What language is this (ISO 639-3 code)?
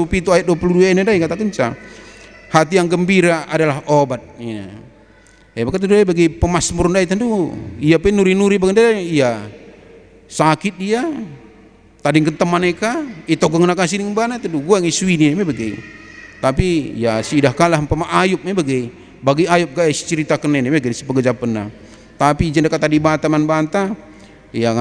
btx